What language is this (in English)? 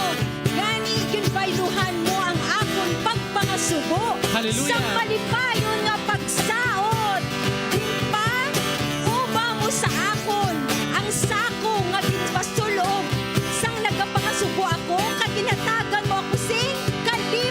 Hiligaynon